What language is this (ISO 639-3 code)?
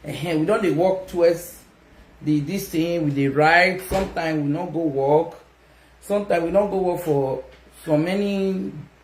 pcm